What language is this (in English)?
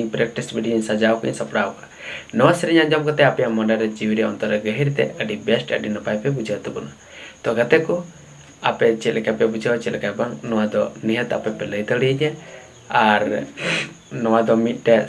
Santali